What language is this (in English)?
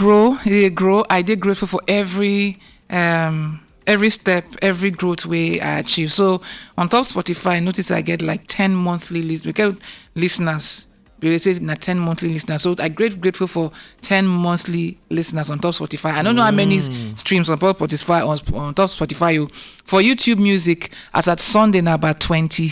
Nigerian Pidgin